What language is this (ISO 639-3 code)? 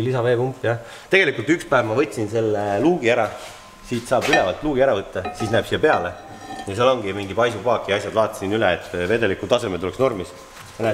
est